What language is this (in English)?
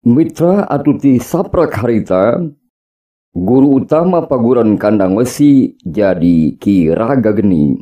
Sundanese